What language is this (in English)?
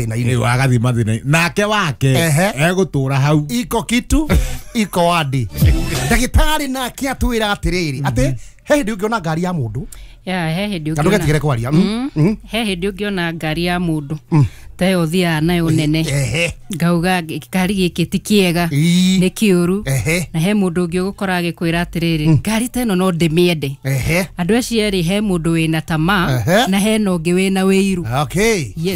Kikuyu